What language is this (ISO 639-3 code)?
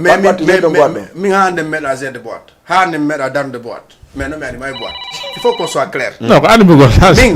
ful